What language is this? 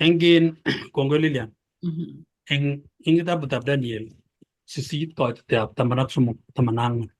Kalenjin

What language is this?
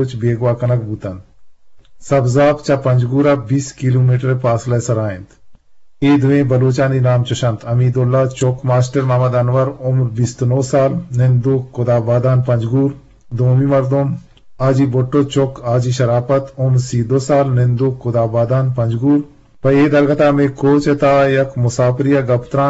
Eastern Balochi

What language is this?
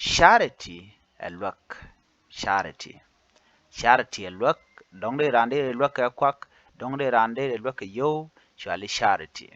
Nuer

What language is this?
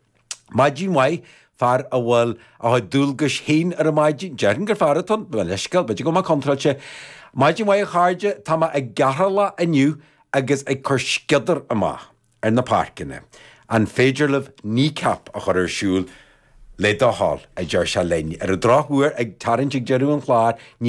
Irish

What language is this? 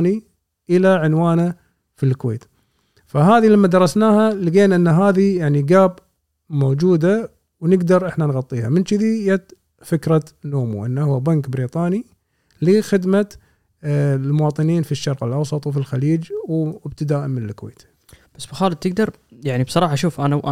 Gulf Arabic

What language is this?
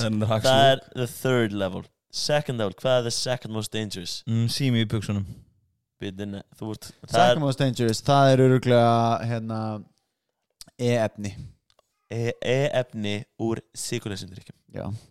Icelandic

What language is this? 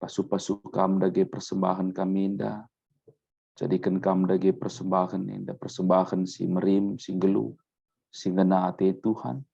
Batak Karo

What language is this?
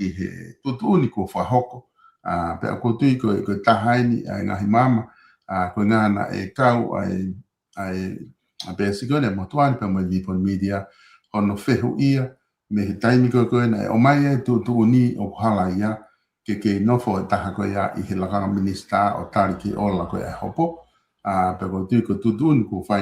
Tongan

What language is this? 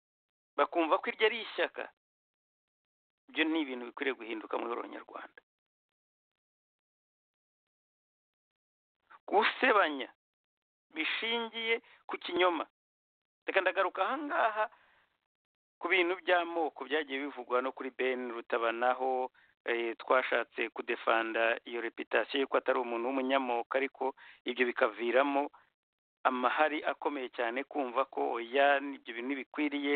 Kinyarwanda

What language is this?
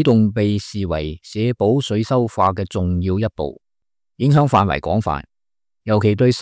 Cantonese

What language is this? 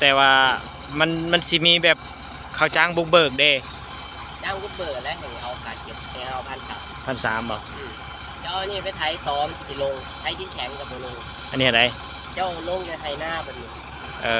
Lao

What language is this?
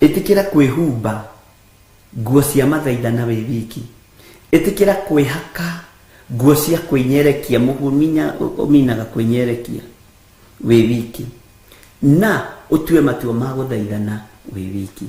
Kikuyu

